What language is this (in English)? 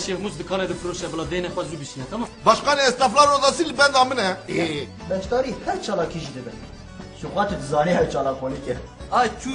Kurdish